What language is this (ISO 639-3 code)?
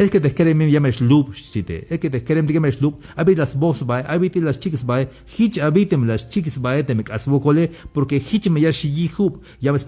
tzh